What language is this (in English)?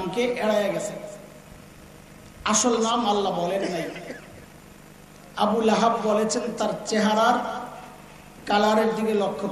Bangla